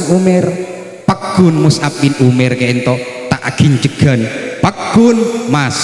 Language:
Madurese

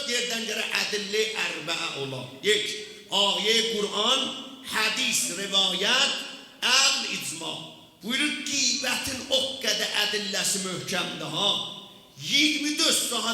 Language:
South Azerbaijani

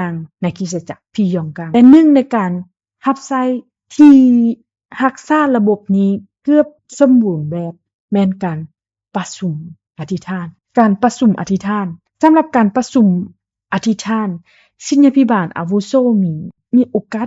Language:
Lao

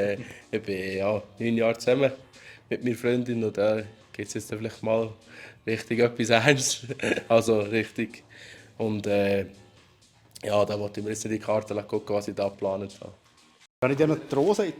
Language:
Swiss German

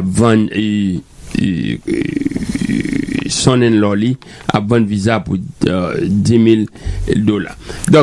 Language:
Haitian Creole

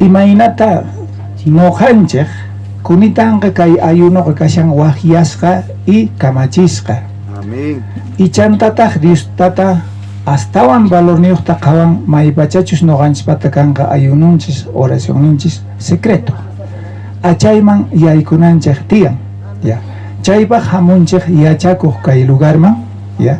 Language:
South Bolivian Quechua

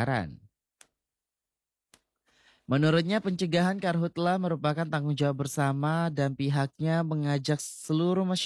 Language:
Indonesian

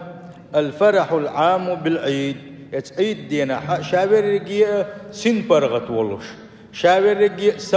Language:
Chechen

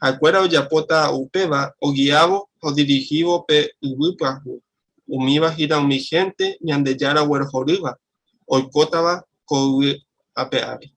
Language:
Guarani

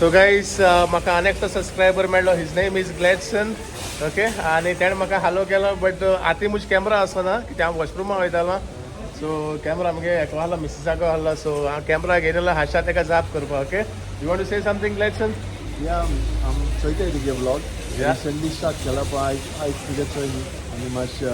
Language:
Konkani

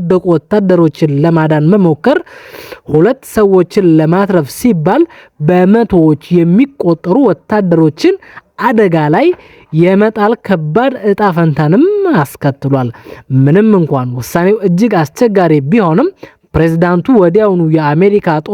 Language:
Amharic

